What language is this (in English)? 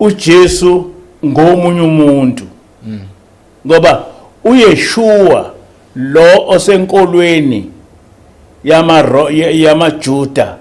Zulu